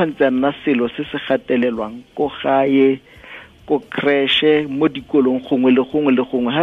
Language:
Tswana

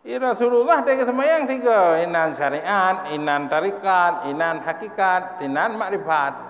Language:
Achinese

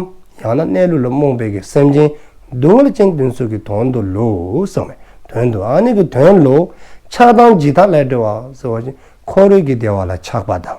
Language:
Dzongkha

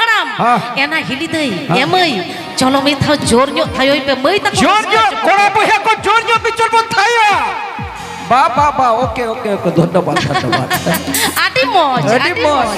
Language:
Santali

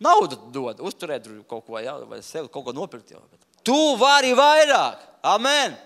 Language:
Latvian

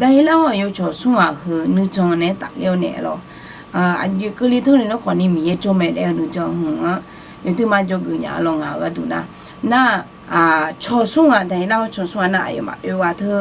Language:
Akha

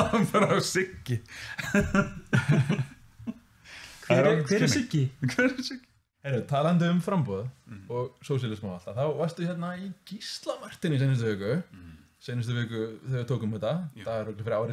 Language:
Icelandic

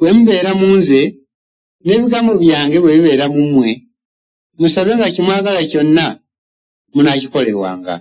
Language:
Ganda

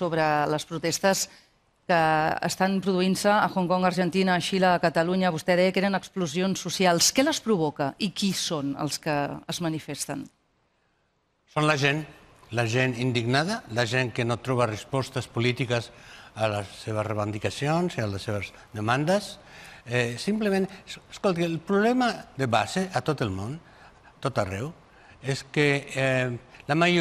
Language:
Catalan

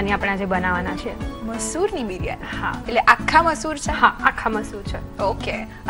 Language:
Gujarati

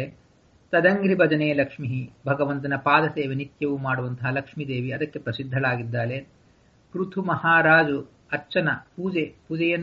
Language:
Kannada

